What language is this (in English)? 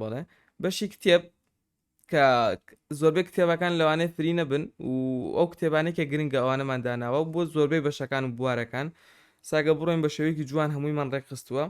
Central Kurdish